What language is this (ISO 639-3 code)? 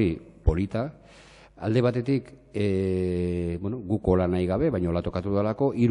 eus